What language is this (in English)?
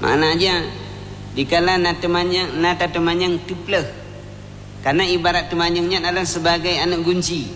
Achinese